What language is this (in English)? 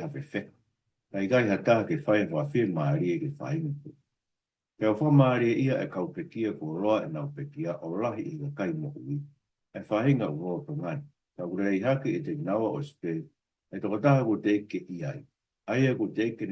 Tongan